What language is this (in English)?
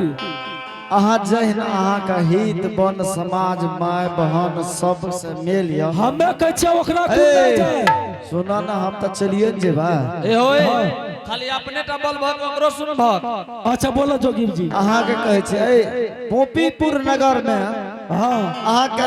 Angika